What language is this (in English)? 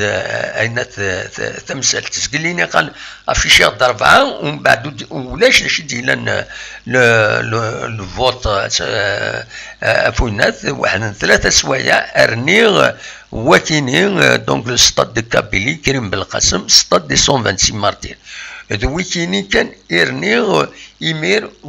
Kabyle